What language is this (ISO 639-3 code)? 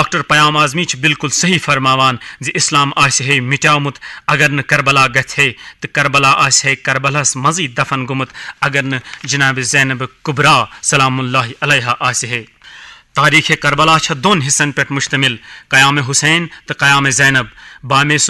kas